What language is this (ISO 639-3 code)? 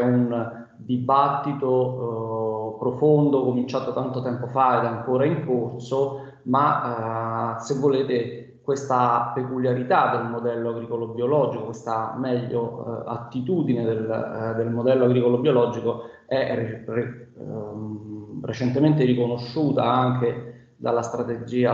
ita